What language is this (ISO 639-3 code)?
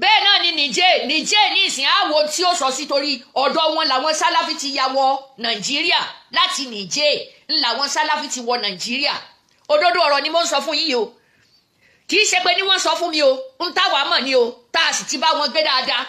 yor